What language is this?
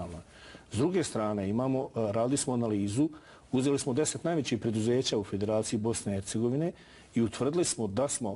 Bosnian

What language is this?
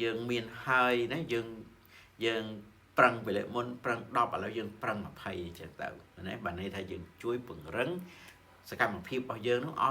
Khmer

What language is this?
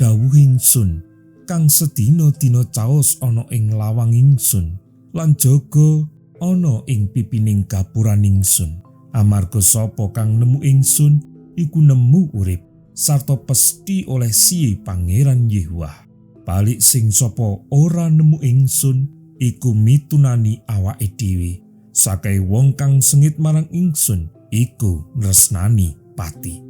Javanese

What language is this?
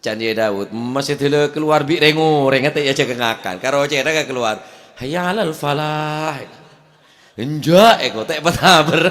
Madurese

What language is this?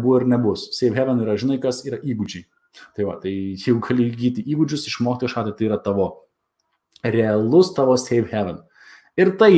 Lithuanian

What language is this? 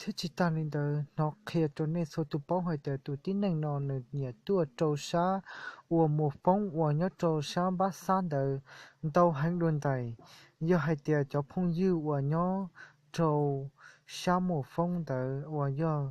Hmong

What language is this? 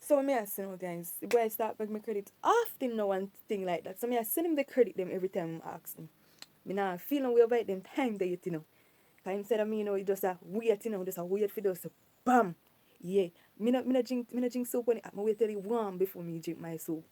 Jamaican Creole English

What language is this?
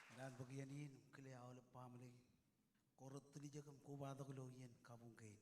Marshallese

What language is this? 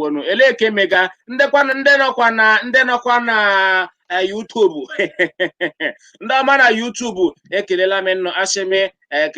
Igbo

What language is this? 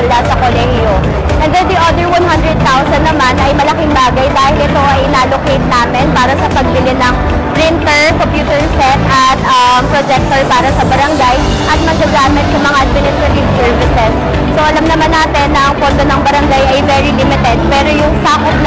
Filipino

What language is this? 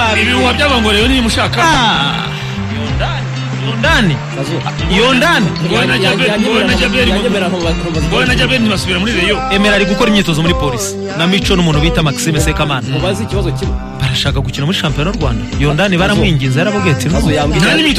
Kinyarwanda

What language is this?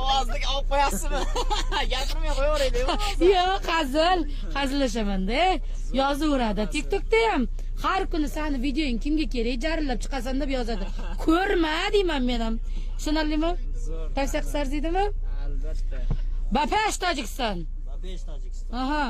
Uzbek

